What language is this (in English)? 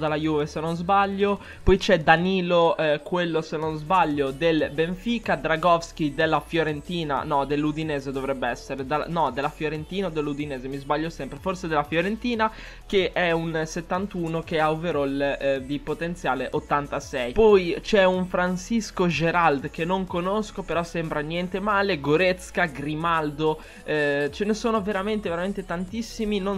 Italian